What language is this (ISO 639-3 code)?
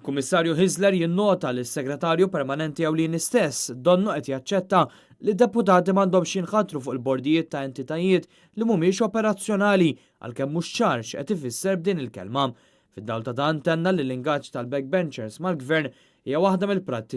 mlt